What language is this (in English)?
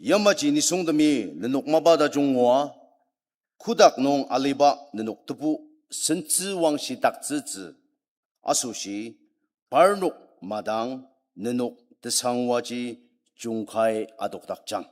Ao Naga